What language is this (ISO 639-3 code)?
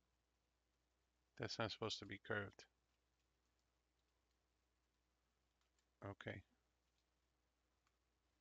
eng